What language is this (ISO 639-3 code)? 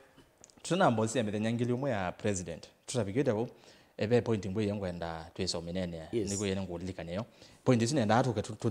kam